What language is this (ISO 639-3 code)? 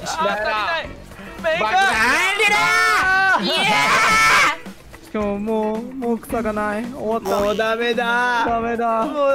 jpn